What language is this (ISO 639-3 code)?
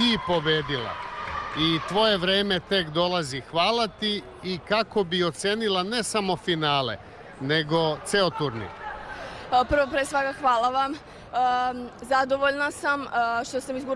srp